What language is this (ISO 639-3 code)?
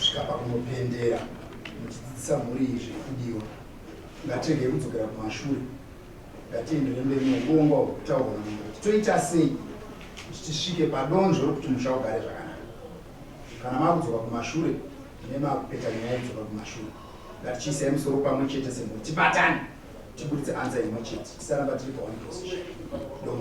sna